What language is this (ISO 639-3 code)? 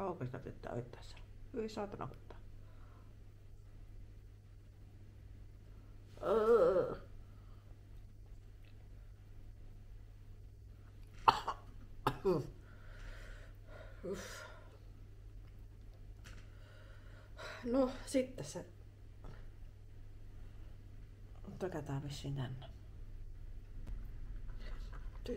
fin